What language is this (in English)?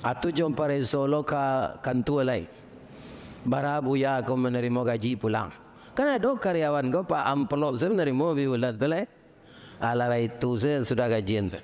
Minangkabau